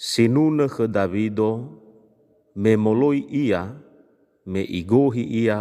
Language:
Nias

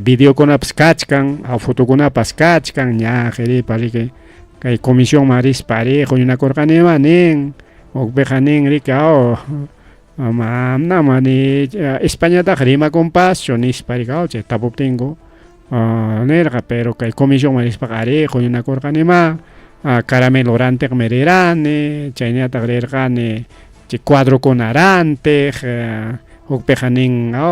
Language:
Ayacucho Quechua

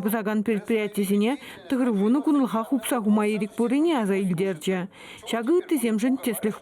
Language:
Chuvash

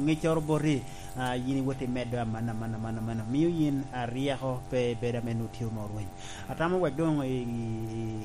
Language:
Lango (Uganda)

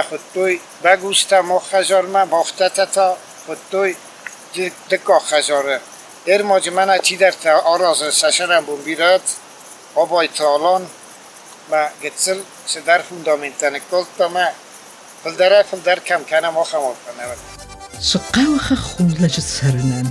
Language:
Ossetic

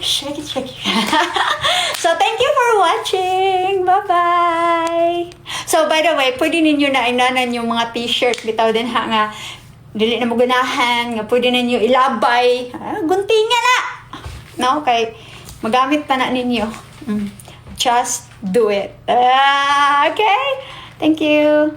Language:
Cebuano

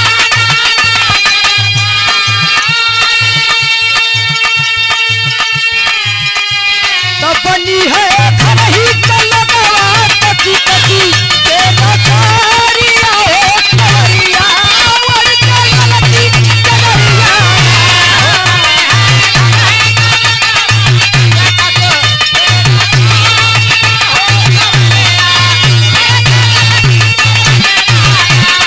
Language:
Bhojpuri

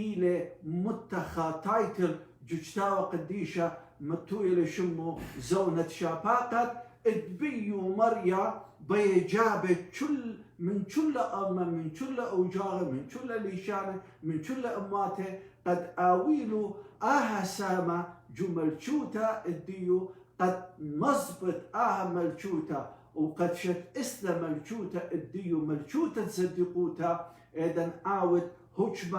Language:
Assyrian Neo-Aramaic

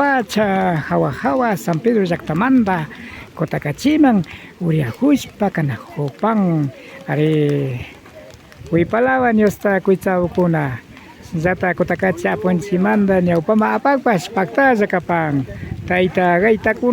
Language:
Imbabura Highland Quichua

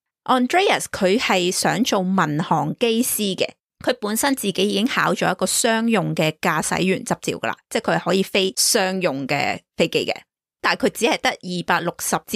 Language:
Cantonese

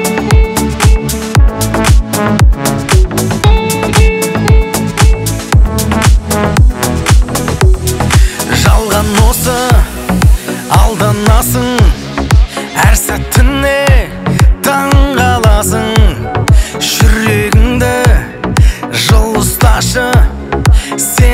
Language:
Kazakh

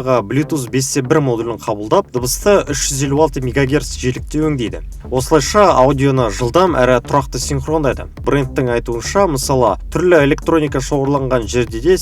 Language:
Kazakh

